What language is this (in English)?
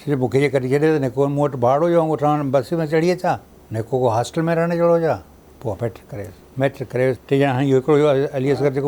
Sindhi